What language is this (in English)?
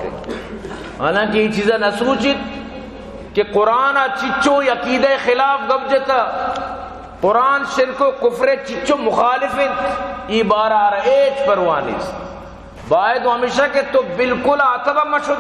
Baluchi